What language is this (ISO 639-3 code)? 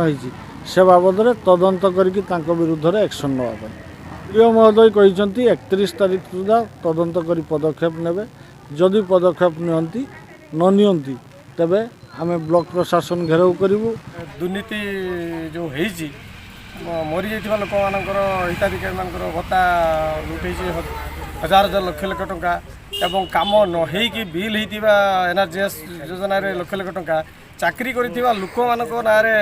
ori